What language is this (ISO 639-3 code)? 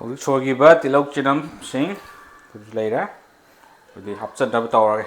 mni